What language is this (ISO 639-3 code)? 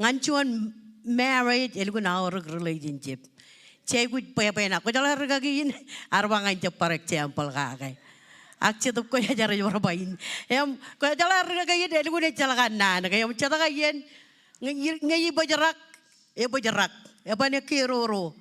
mah